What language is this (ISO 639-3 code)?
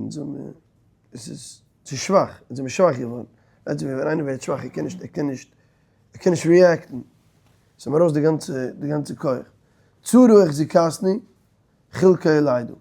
yid